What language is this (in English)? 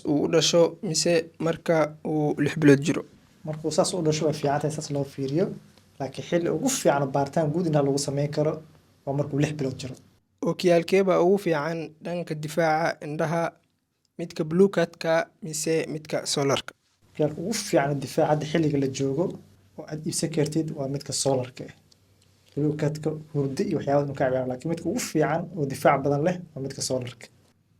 Somali